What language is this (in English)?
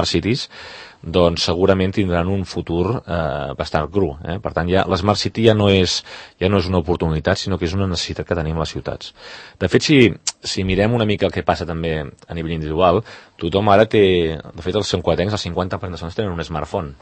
Catalan